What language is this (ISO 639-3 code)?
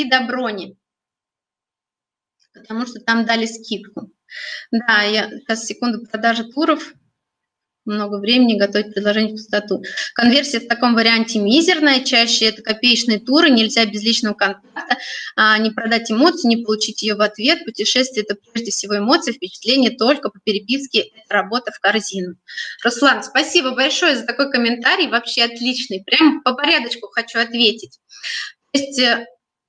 rus